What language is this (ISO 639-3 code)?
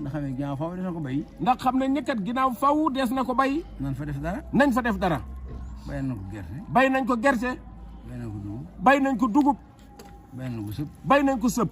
wol